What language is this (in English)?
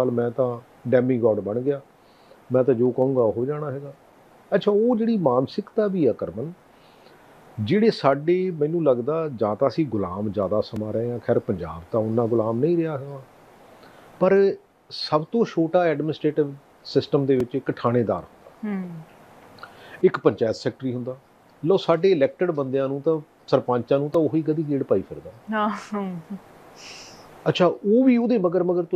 Punjabi